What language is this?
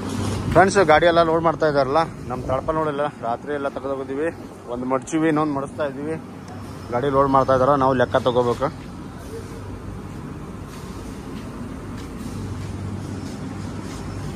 Kannada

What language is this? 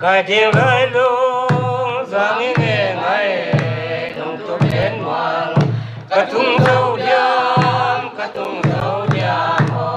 Paite Chin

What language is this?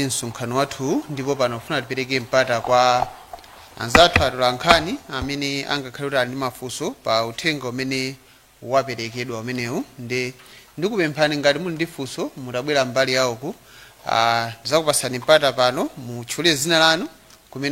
Nyanja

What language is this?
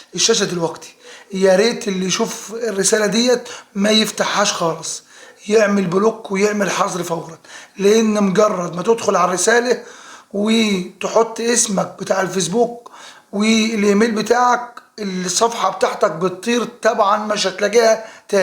Egyptian Arabic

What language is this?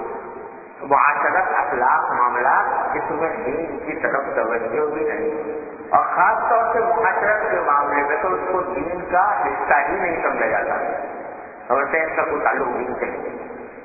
Urdu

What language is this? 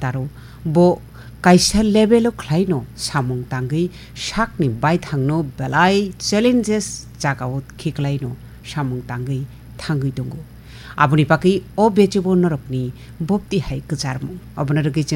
Kok Borok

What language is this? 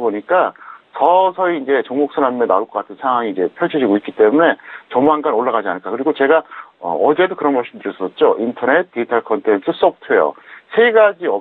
Korean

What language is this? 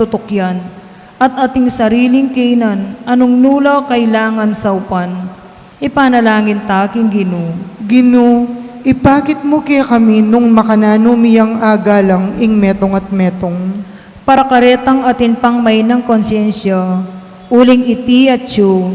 Pampanga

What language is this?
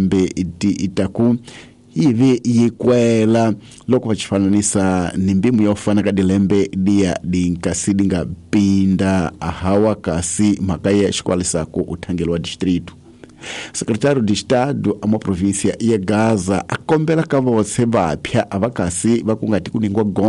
Tsonga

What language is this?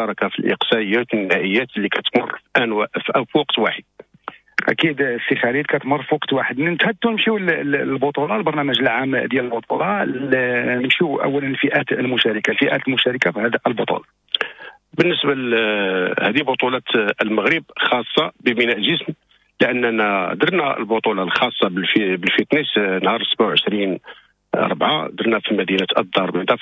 Moroccan Arabic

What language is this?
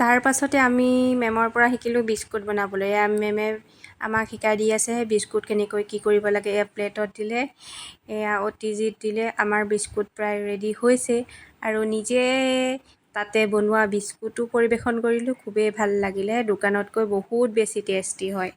Assamese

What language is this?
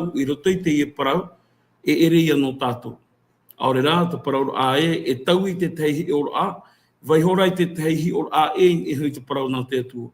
Tahitian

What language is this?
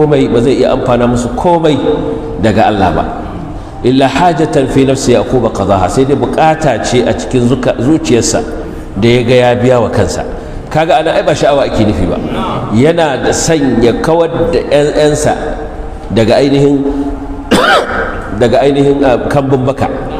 Hausa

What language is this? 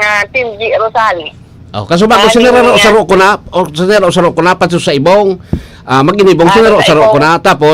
Bikol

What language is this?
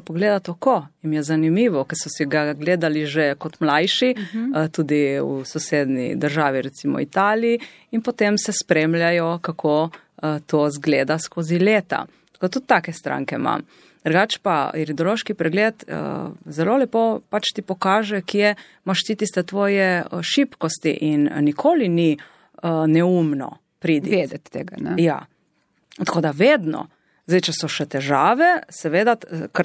Slovenian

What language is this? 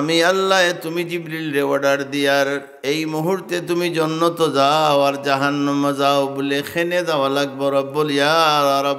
Sylheti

